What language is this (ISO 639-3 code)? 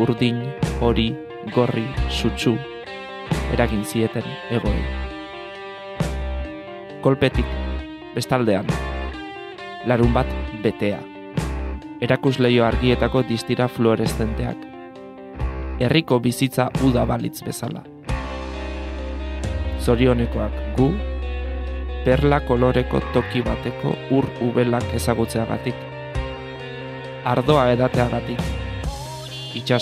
eus